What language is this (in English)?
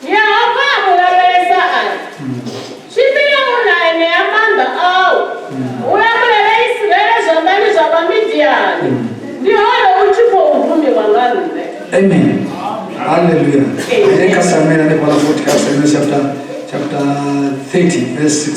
Venda